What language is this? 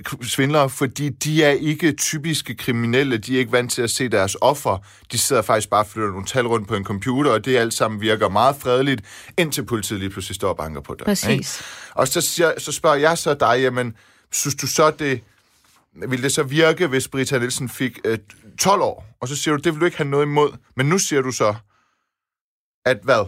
Danish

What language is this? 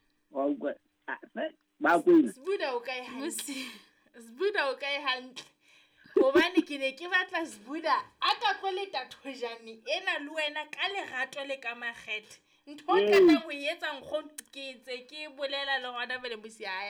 Southern Sotho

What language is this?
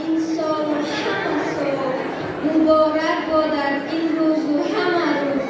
Tajik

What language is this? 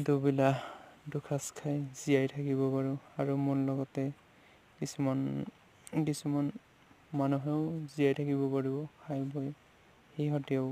Assamese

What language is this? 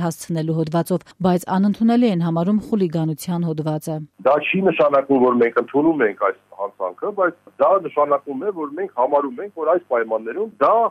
Armenian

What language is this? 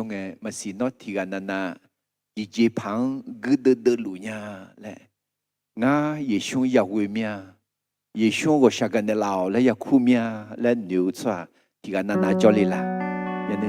Akha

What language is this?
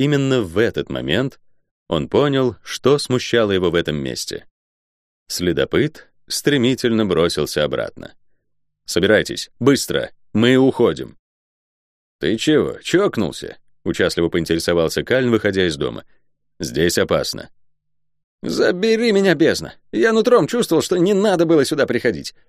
Russian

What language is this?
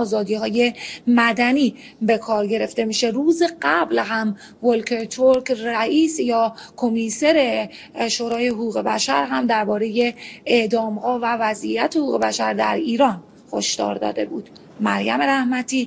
Persian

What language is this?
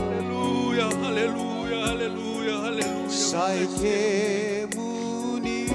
Fijian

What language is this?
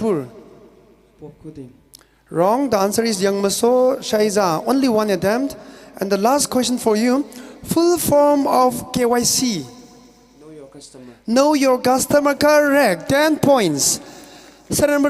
Tangkhul Naga (India)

